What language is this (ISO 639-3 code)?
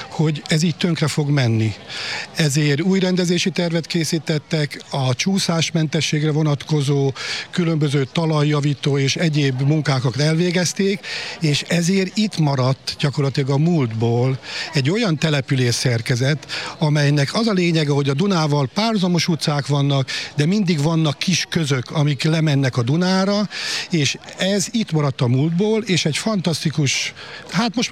hun